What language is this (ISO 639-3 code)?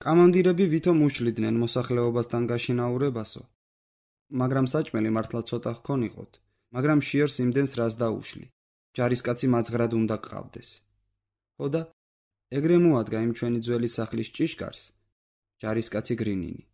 kat